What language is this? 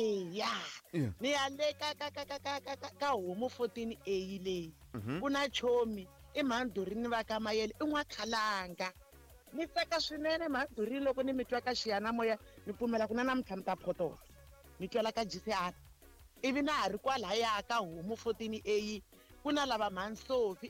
Tsonga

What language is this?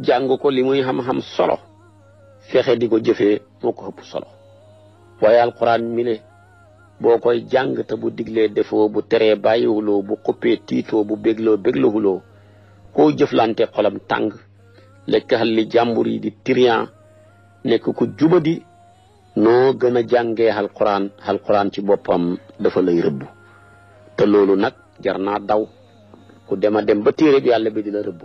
Wolof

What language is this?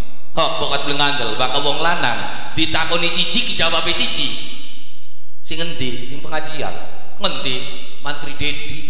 Javanese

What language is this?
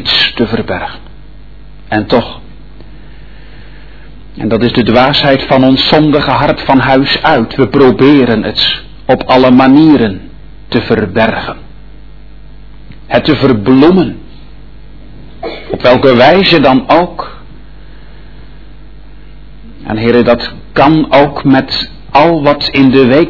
Dutch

